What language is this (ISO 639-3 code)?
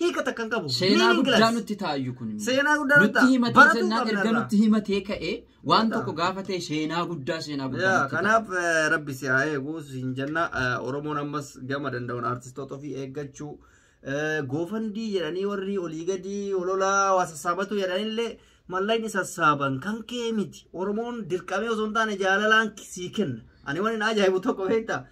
orm